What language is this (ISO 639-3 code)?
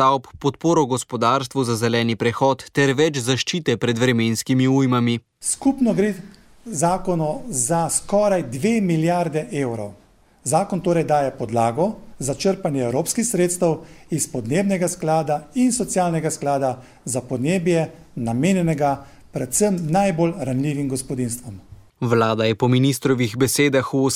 slv